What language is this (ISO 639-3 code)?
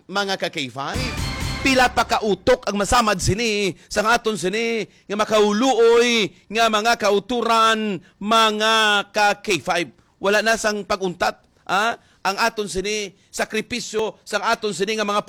hil